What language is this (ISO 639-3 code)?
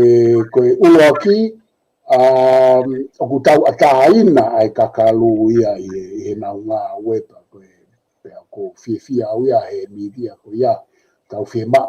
ton